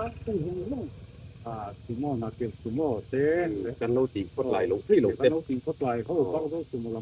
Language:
Mizo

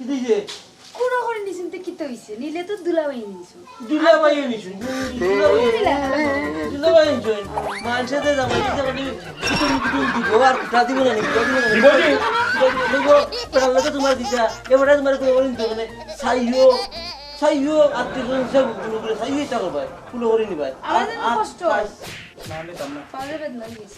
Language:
Sylheti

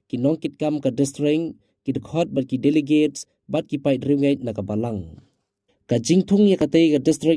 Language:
Khasi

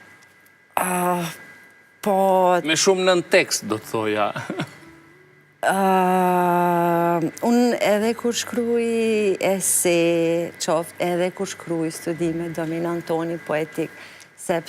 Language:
Albanian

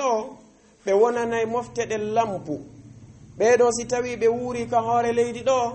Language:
Fula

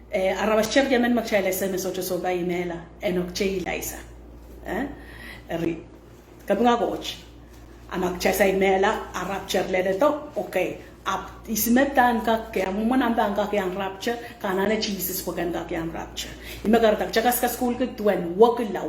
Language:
Pohnpeian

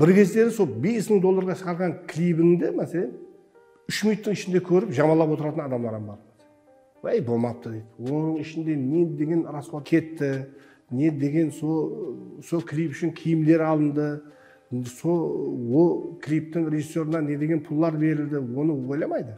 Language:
Kara-Kalpak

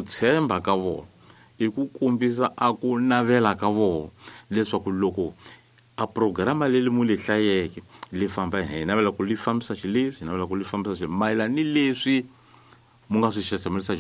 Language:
Tsonga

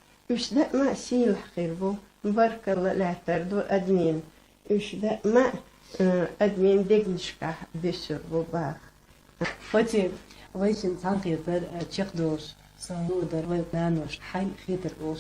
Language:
Chechen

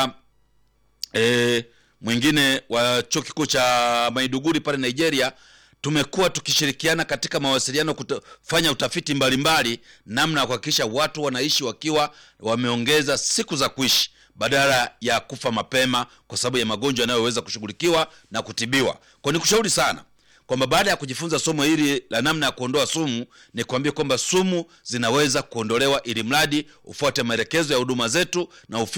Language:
Swahili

